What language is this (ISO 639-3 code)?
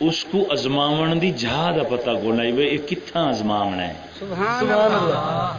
skr